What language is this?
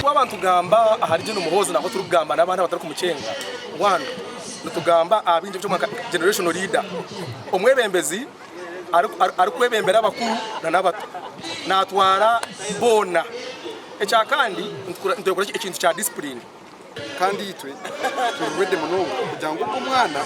Nyankole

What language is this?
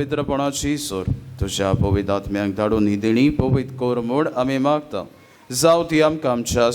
Konkani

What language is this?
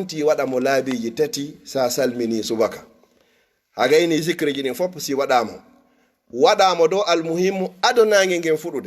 Fula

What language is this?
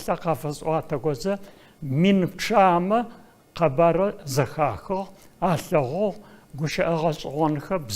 Adyghe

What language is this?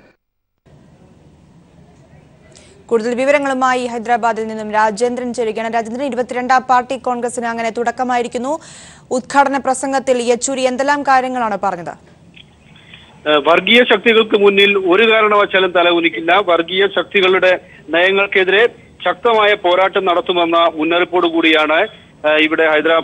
Malayalam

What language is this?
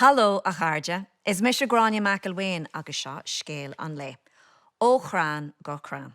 Irish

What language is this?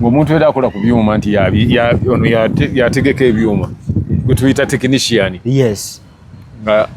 Ganda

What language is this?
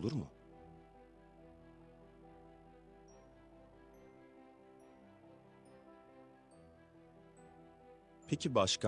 Turkish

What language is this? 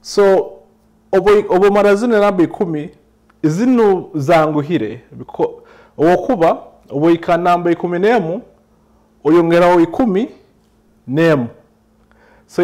Nyoro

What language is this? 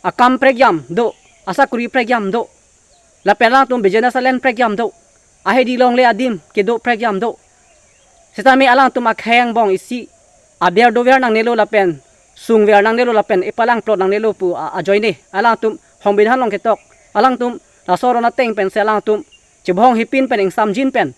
Karbi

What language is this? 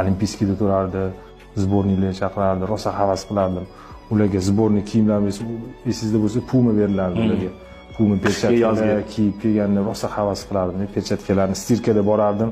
Uzbek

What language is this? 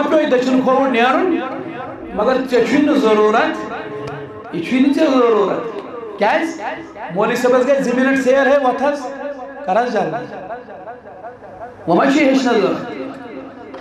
Kashmiri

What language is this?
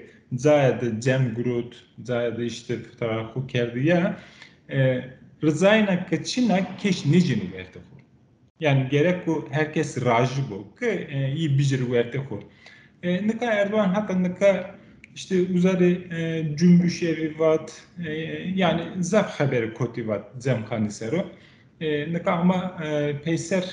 Zaza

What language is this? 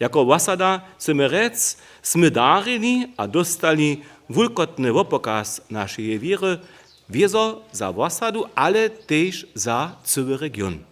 Upper Sorbian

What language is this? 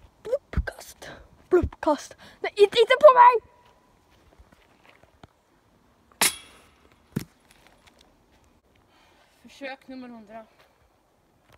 Swedish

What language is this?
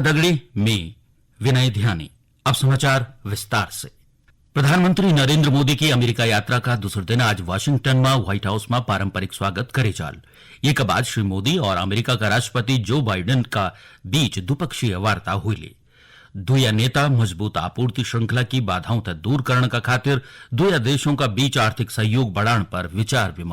Garhwali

